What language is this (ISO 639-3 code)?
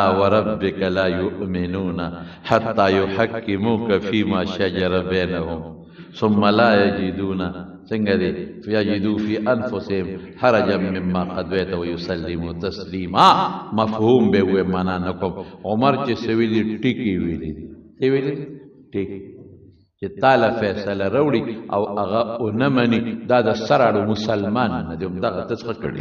pus